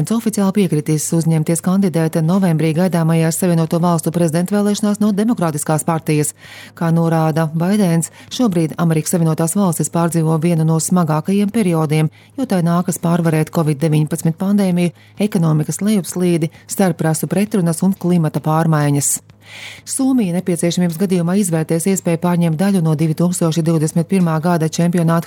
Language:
Latvian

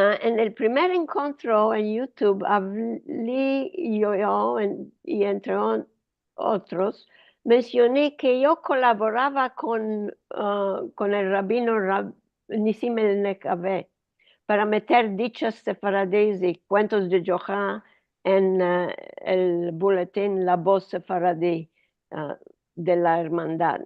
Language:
Ladino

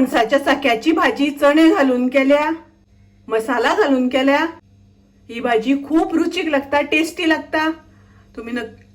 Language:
Konkani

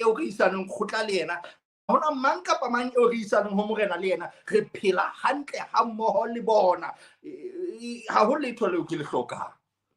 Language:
Southern Sotho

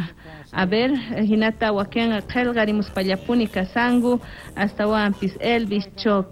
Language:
South Bolivian Quechua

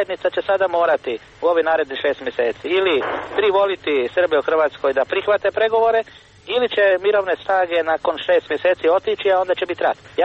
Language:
Croatian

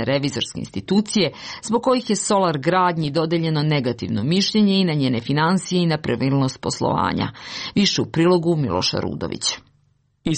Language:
Serbian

